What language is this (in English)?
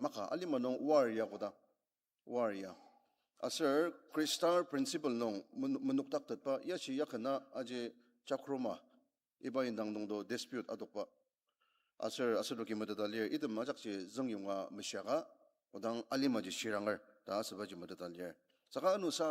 Ao Naga